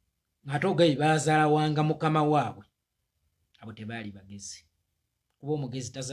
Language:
Ganda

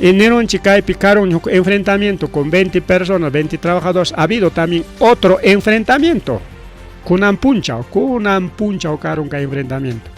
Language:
Ayacucho Quechua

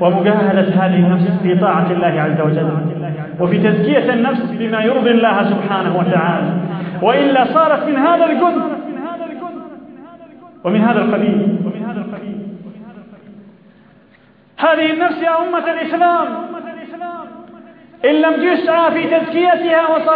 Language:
Arabic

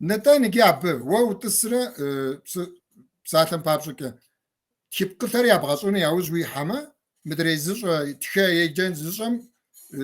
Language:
Kabardian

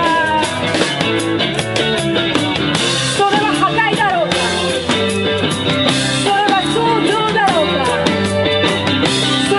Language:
Japanese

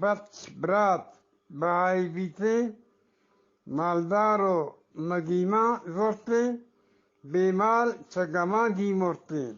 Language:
Eastern Balochi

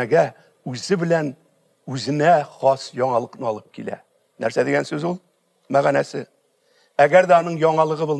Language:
Tatar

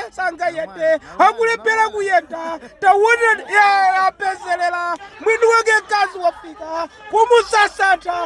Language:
Nyanja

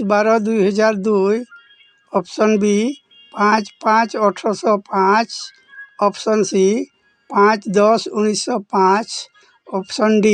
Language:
Santali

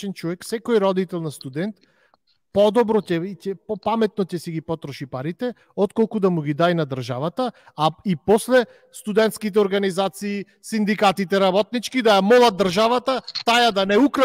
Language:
Macedonian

